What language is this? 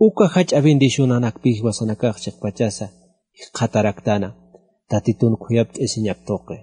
Aymara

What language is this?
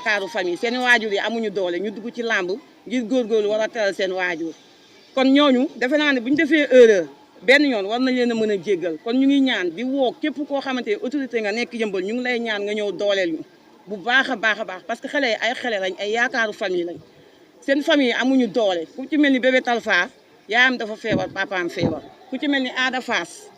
Wolof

